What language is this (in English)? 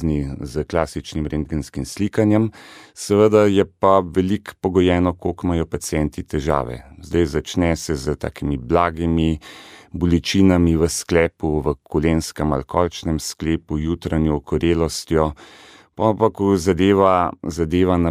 Slovenian